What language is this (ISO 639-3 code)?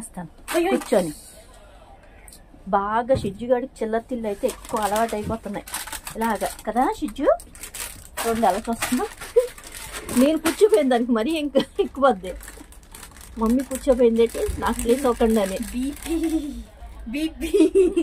tel